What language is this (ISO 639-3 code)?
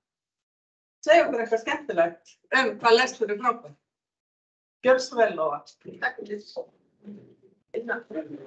isl